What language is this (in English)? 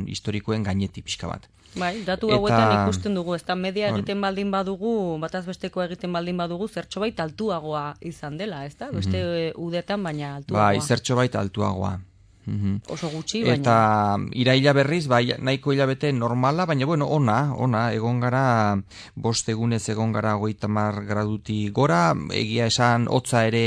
Basque